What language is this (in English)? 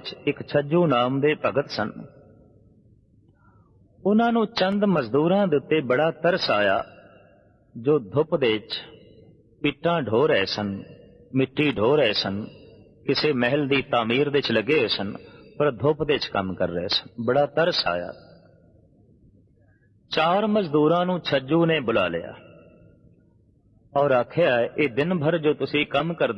Punjabi